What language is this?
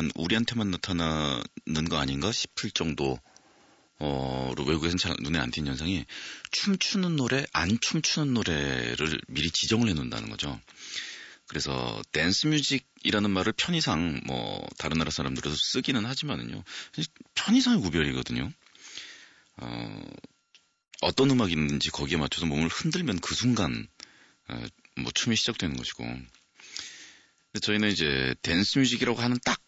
Korean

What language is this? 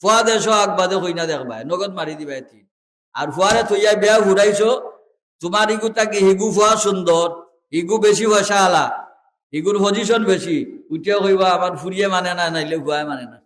Sylheti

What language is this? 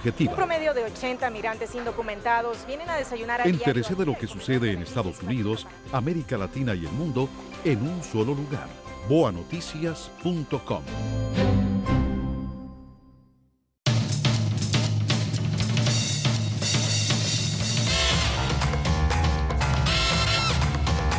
Spanish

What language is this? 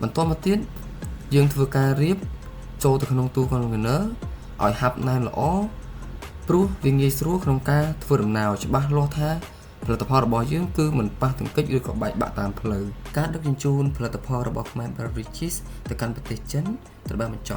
Khmer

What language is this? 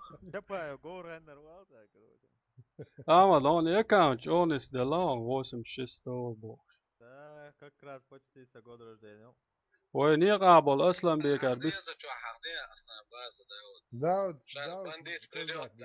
Chechen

